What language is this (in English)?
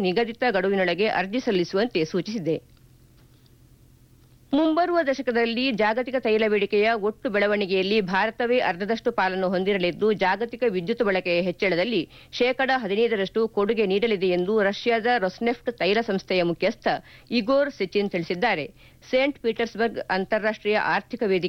Kannada